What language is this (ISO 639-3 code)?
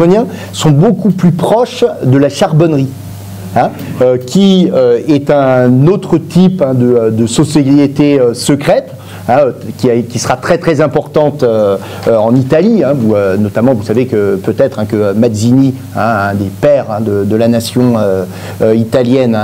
fra